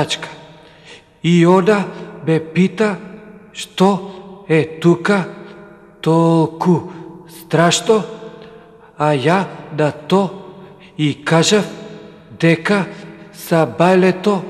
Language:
Macedonian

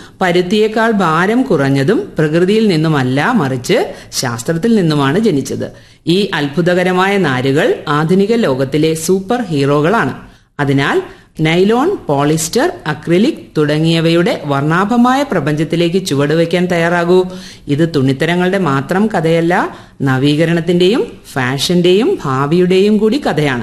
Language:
Malayalam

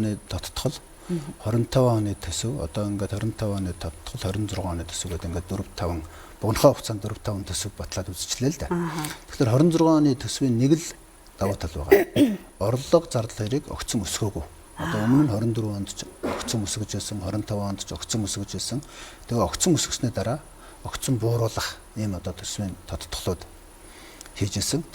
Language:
Mongolian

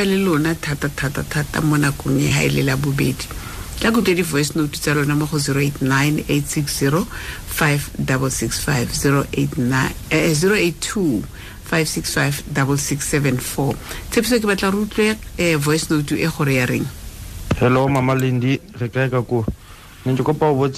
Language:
Tswana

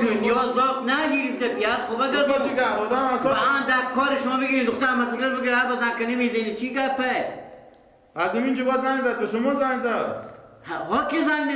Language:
Persian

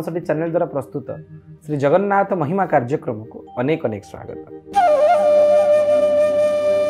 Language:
Odia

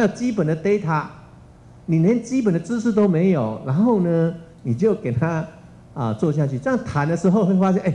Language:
Chinese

